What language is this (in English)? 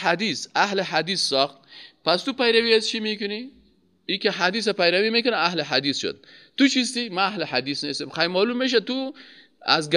Persian